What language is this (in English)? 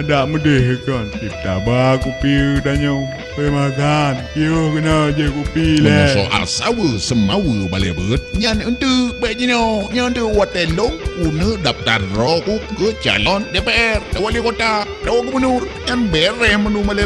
Achinese